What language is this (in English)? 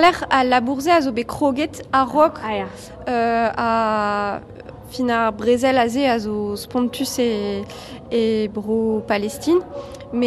Breton